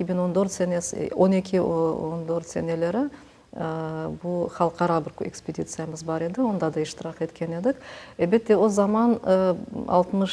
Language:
Crimean Tatar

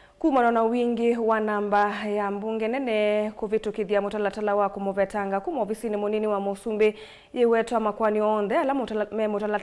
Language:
Kamba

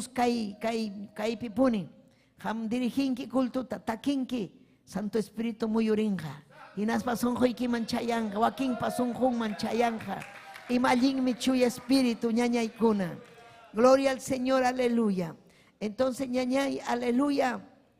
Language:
Ayacucho Quechua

